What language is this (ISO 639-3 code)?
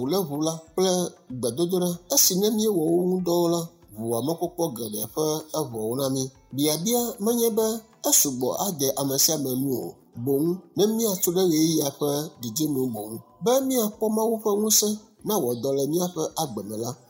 ewe